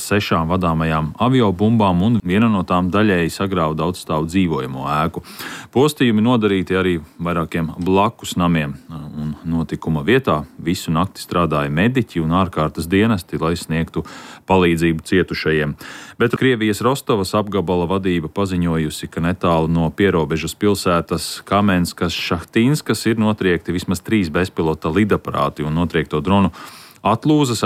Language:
Latvian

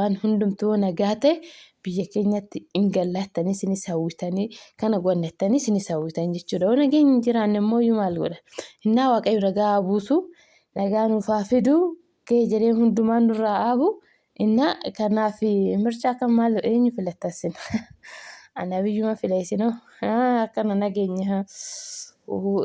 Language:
Oromo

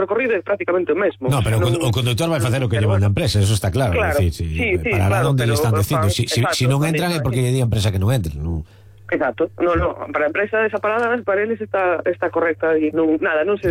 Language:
Galician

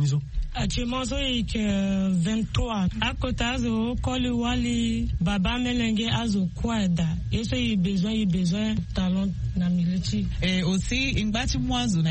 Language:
Sango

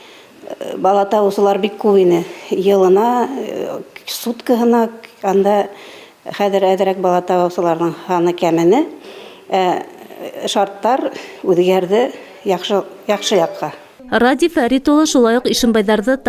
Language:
Bashkir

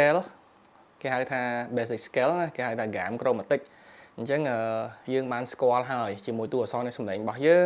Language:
Khmer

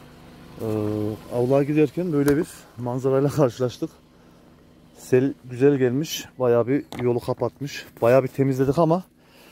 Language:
Turkish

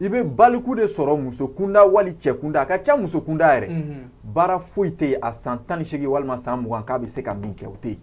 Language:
Bambara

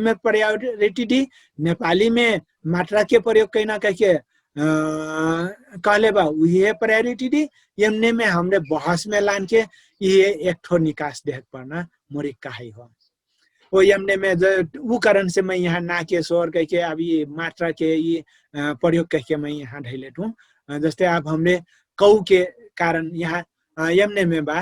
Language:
Dangaura Tharu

